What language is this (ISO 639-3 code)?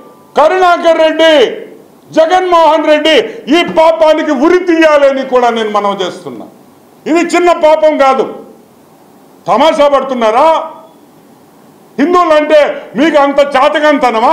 tel